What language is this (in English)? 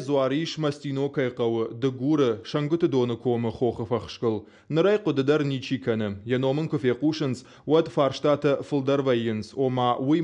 Ossetic